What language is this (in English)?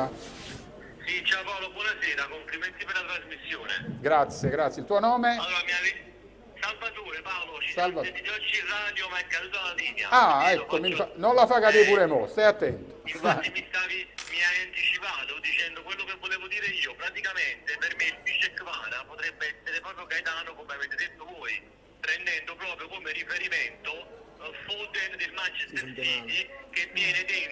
Italian